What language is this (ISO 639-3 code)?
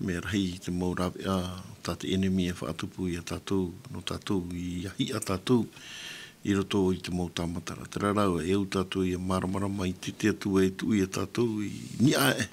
tah